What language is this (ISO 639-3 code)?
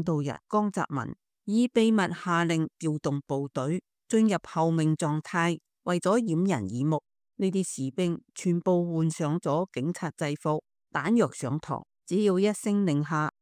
yue